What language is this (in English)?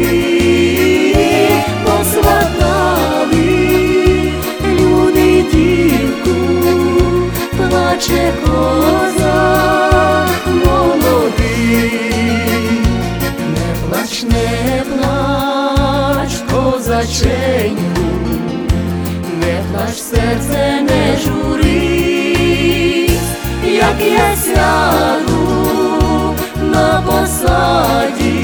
Ukrainian